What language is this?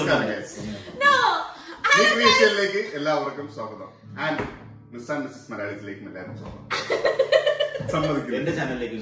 Malayalam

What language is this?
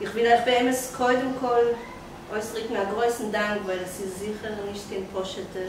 Yiddish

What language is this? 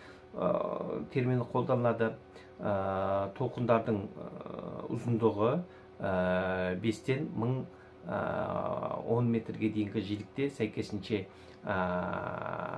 Kazakh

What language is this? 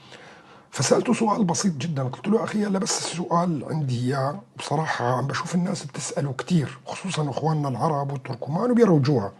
North Levantine Arabic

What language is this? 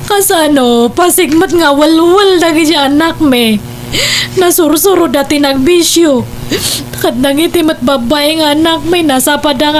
Iloko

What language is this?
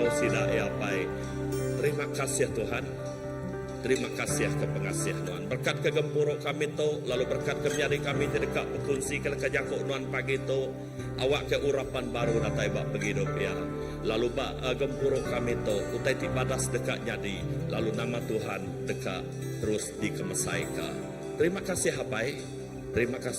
Iban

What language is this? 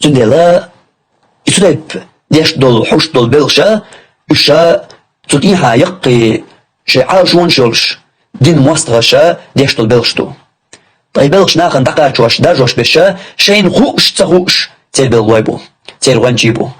Chechen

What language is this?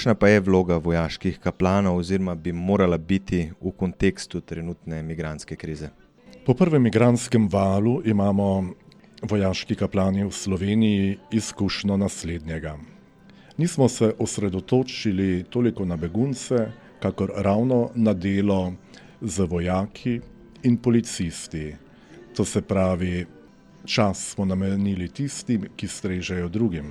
Slovenian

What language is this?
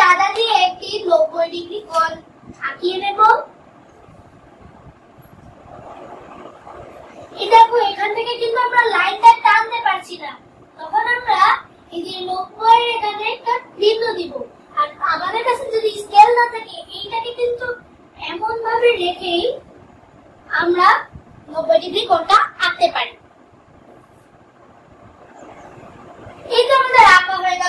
Bangla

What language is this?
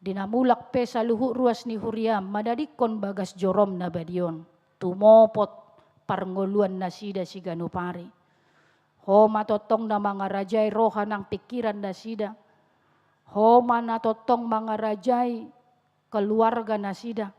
Batak Toba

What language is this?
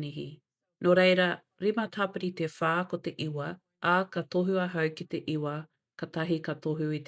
Māori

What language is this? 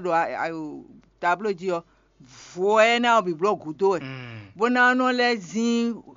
Fon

